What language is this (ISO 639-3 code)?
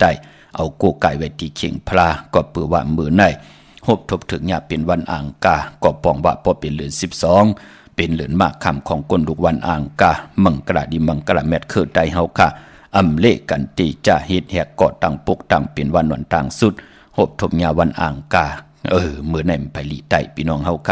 shn